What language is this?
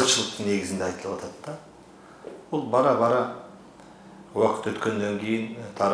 Kyrgyz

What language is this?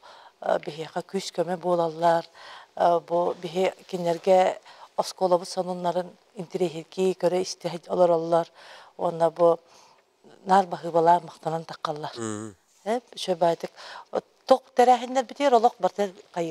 Yakut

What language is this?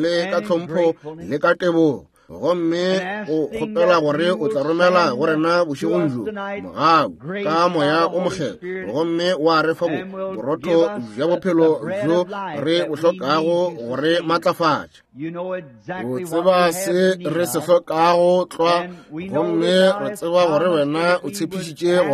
Northern Sotho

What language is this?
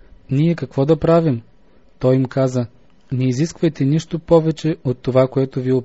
Bulgarian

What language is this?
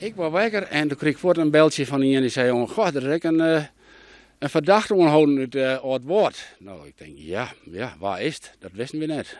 Western Frisian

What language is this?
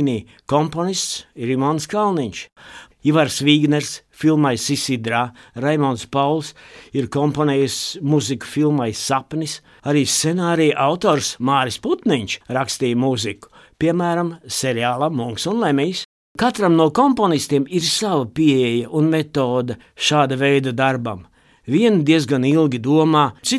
Latvian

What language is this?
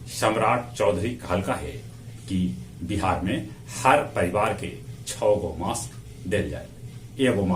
Magahi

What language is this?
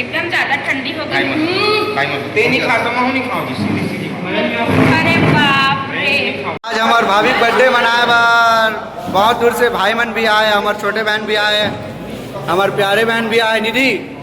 Chhattisgarhi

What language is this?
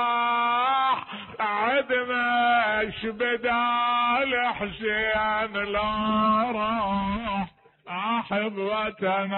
Mesopotamian Arabic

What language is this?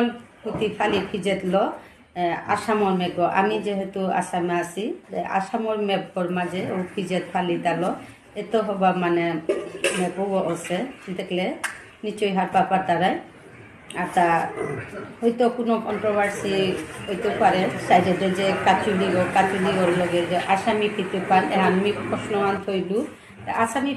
Bishnupriya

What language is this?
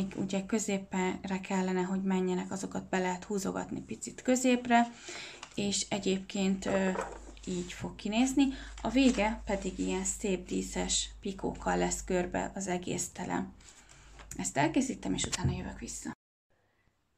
Hungarian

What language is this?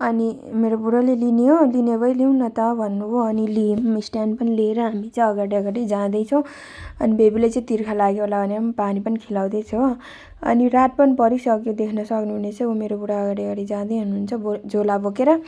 Nepali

